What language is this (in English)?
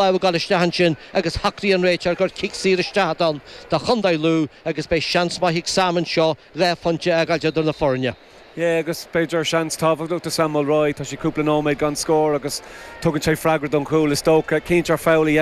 Irish